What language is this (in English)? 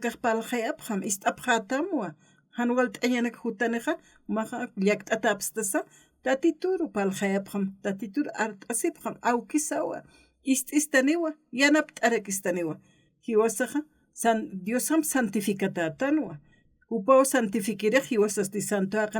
Aymara